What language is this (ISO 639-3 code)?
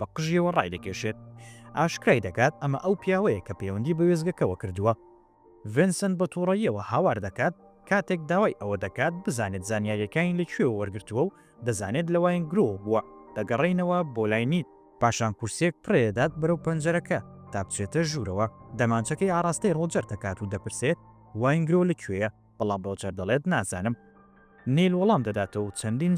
ckb